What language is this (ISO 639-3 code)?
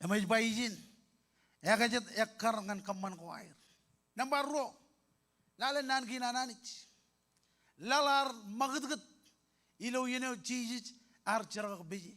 mah